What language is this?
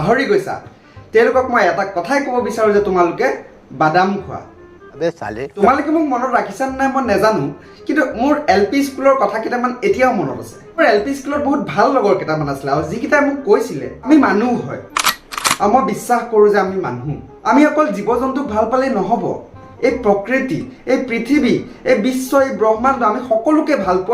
Assamese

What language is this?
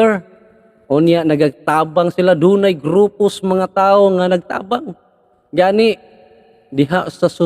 Cebuano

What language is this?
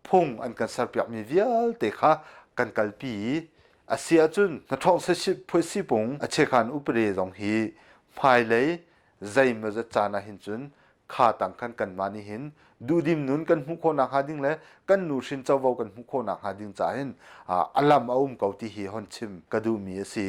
Hakha Chin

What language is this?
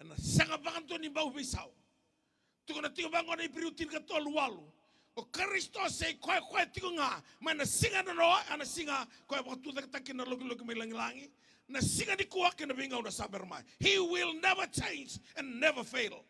Fijian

